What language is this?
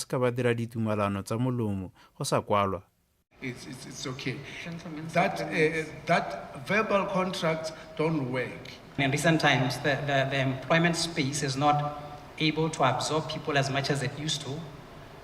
Tswana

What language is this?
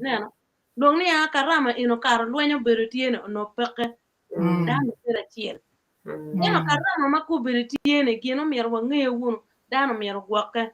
Acoli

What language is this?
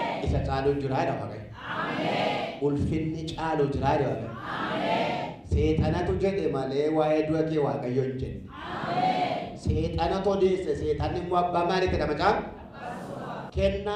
Oromo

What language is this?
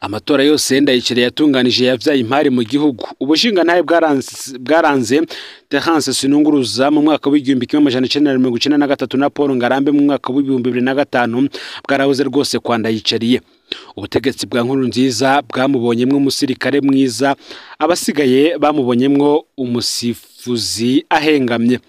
Rundi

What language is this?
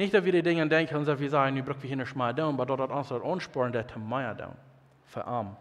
Plautdietsch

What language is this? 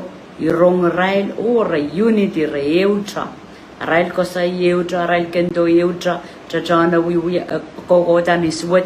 Pohnpeian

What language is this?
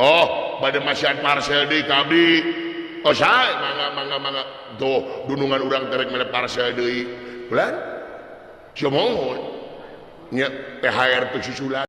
Sundanese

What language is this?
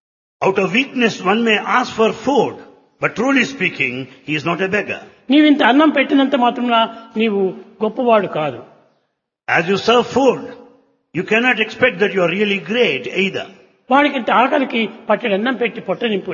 Telugu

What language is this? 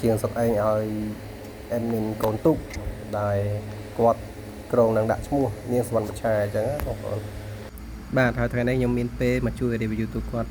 Khmer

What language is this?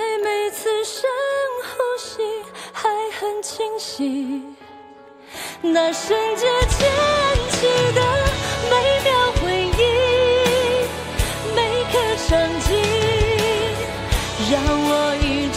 Chinese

